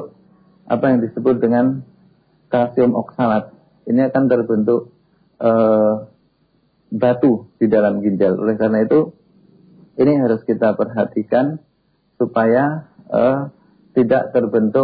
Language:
Indonesian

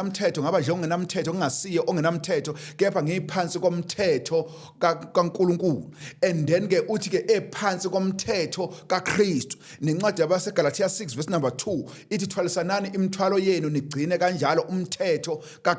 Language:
Zulu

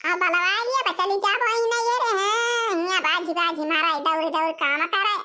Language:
Awadhi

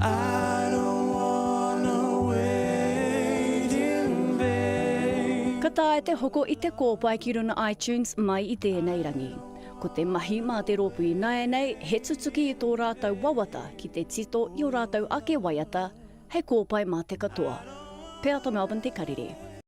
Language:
Māori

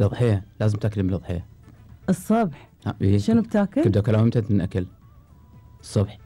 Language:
Gulf Arabic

